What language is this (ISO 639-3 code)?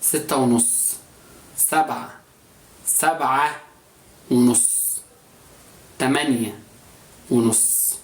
arz